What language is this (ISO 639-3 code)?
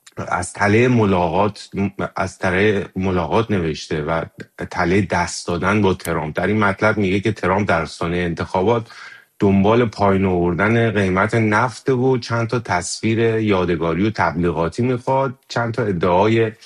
fas